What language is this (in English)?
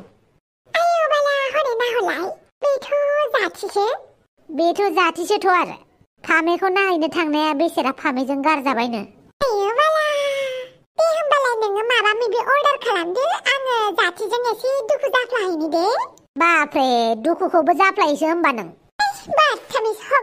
Bodo